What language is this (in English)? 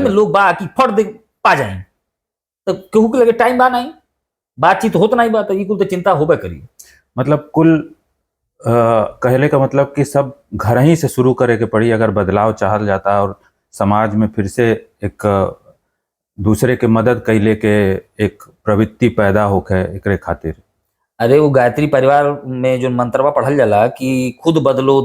Bhojpuri